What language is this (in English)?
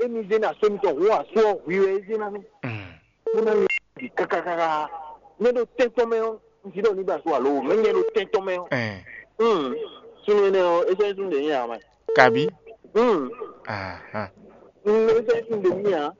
Fon